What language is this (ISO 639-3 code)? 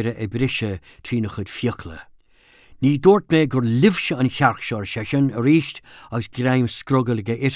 gle